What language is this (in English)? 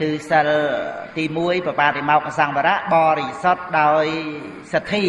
Khmer